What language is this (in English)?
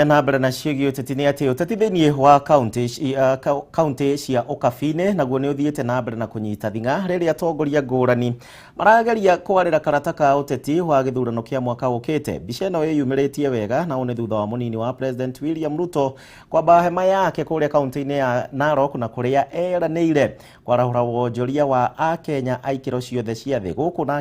Kikuyu